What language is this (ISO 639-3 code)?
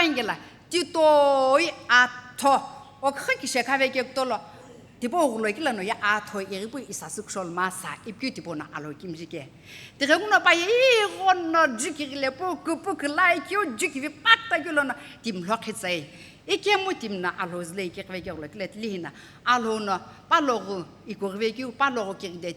nsm